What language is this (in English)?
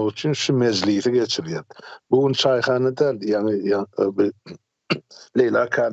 Turkmen